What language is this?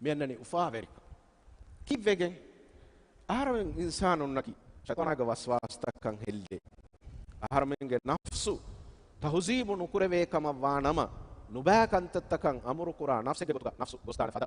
Divehi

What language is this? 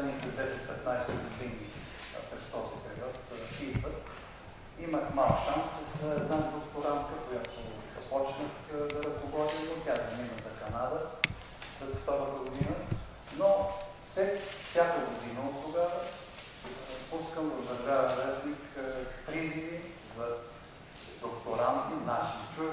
Bulgarian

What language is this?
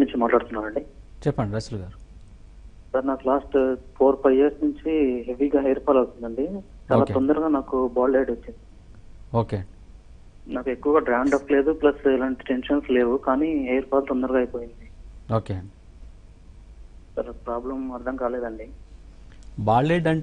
Telugu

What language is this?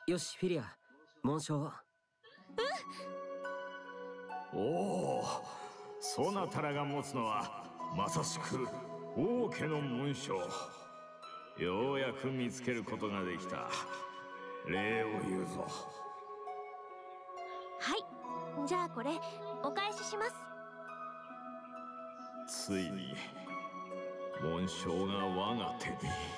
Japanese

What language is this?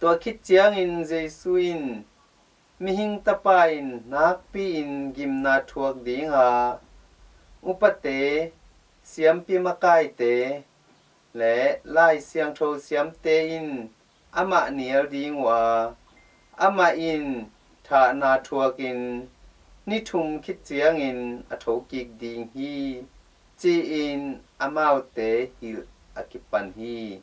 Tedim Chin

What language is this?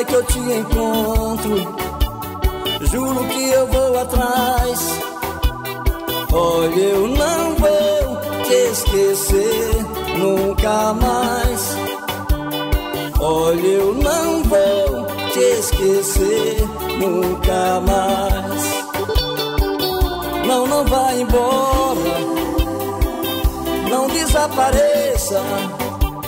Portuguese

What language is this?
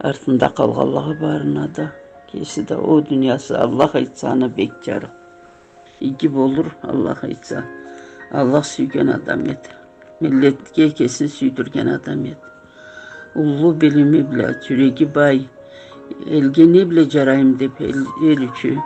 Karachay-Balkar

